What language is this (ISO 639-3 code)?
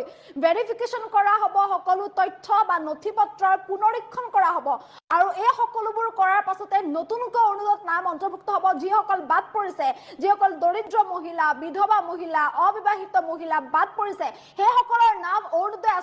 asm